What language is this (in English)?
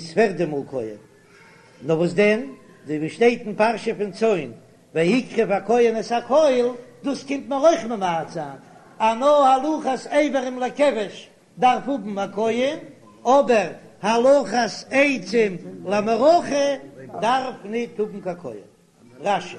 Yiddish